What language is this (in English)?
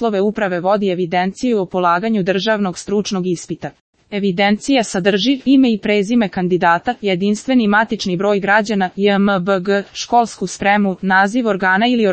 Serbian